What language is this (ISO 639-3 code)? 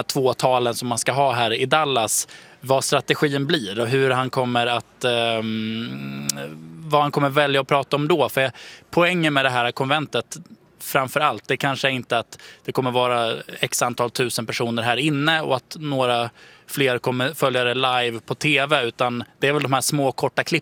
swe